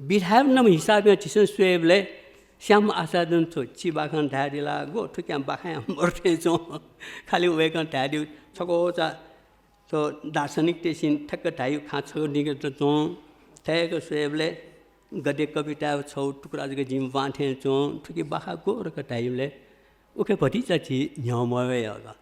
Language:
Newari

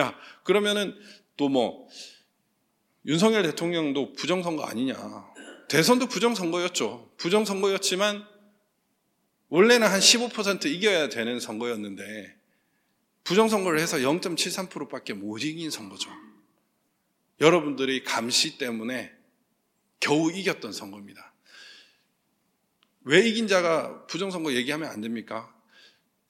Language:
Korean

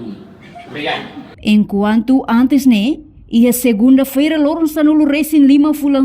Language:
Tetum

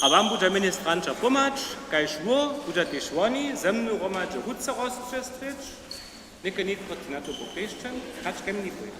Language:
Upper Sorbian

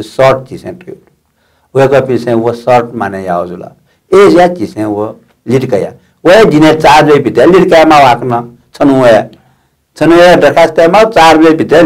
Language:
Newari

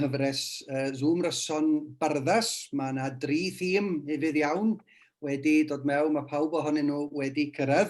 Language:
Welsh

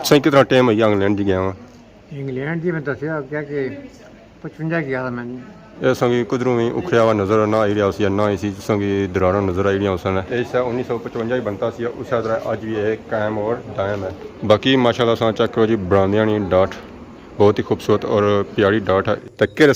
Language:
Pahari-Potwari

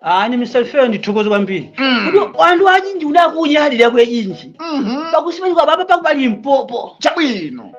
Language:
Nyanja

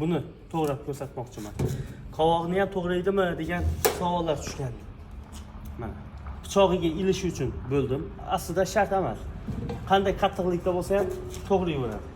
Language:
Uzbek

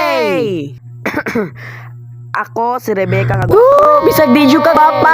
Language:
Cebuano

